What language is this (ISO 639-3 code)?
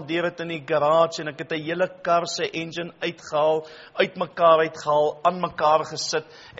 afr